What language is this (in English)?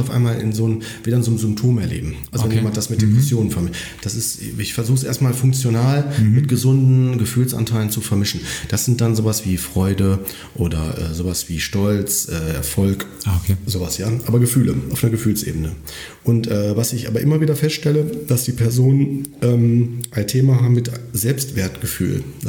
German